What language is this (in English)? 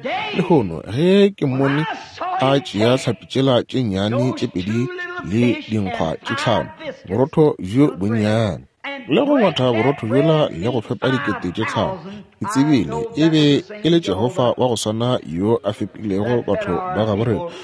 Northern Sotho